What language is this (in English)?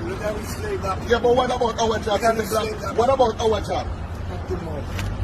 Jamaican Creole English